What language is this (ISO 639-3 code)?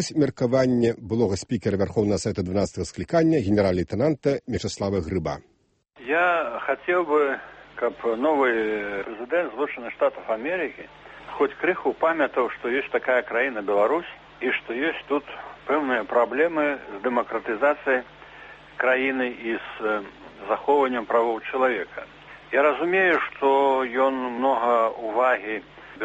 bel